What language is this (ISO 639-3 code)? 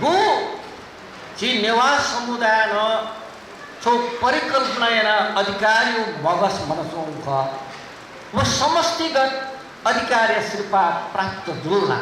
new